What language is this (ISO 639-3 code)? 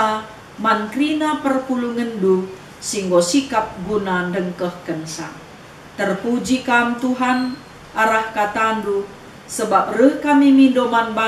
btx